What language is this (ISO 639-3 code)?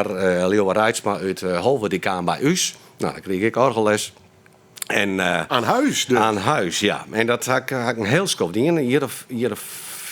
fry